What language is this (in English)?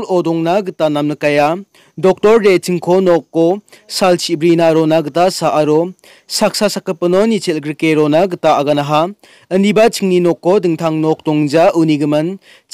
Garo